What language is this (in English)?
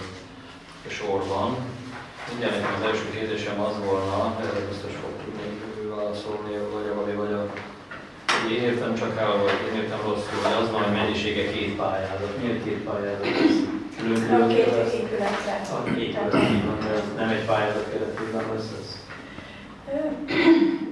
Hungarian